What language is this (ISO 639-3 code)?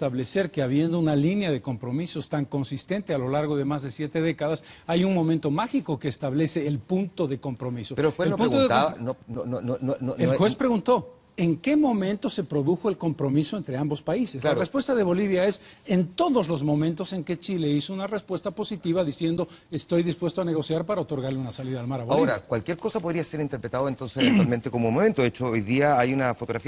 spa